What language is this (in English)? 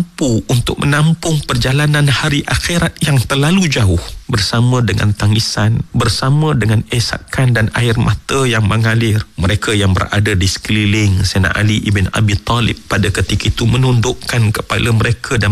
Malay